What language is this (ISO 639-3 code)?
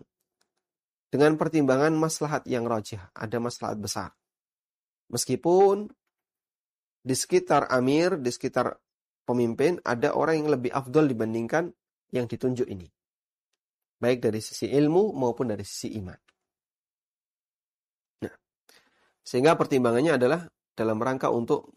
ind